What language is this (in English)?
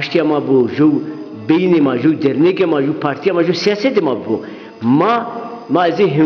Zaza